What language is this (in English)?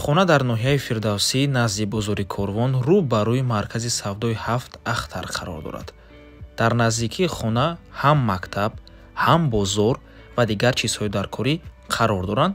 Tajik